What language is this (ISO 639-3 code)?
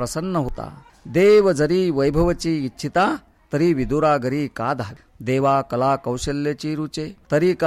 mar